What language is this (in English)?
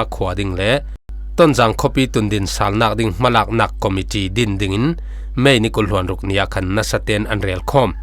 Falam Chin